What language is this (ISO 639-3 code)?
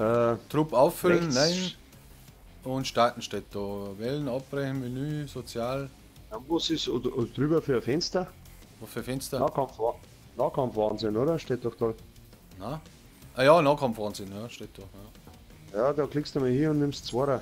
bar